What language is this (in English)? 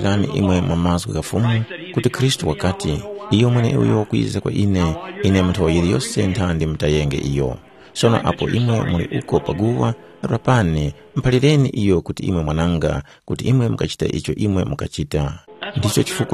Tumbuka